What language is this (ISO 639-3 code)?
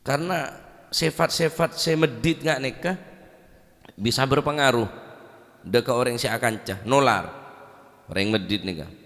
mad